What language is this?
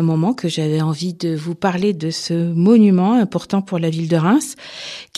French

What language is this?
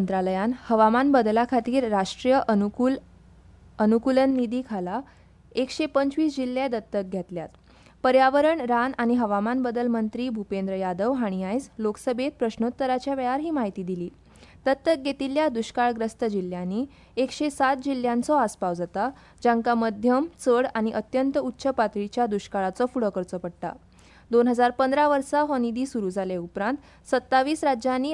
Konkani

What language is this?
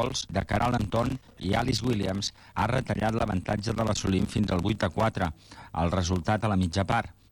Catalan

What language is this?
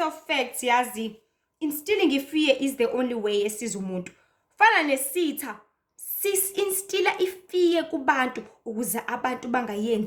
Zulu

